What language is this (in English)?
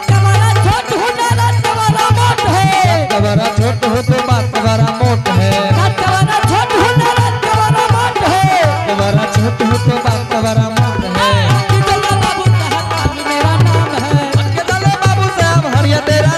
Angika